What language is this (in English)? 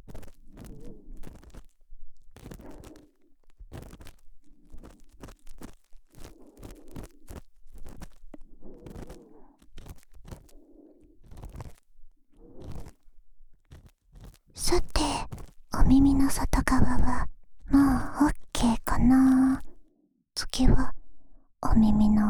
Japanese